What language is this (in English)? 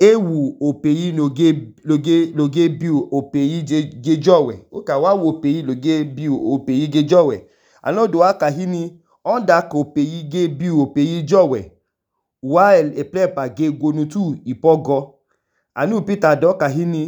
Idoma